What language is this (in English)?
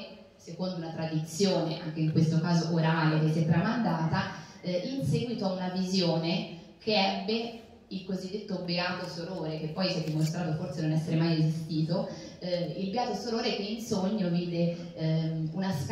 Italian